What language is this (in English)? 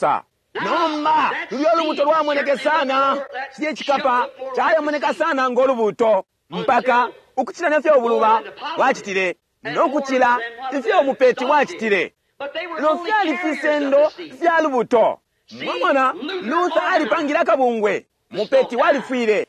Bemba